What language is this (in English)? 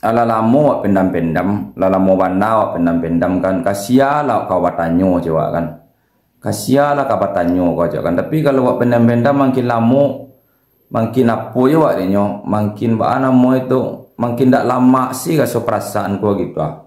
Minangkabau